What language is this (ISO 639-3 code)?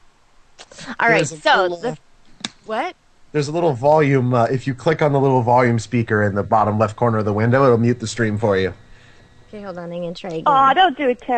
eng